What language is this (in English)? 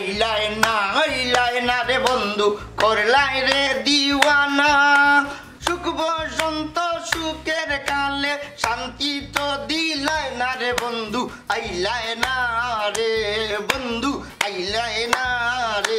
Sylheti